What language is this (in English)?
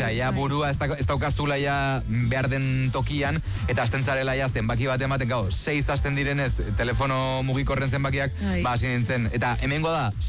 Basque